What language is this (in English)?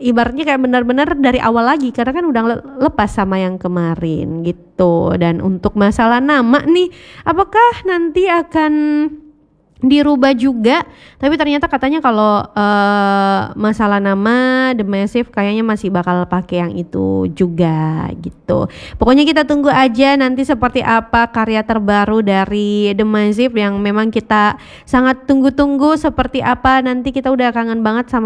Indonesian